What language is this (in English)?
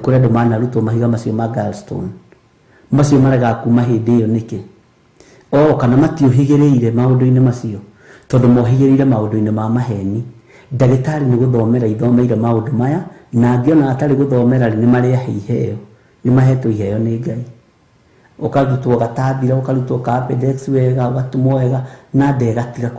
Kikuyu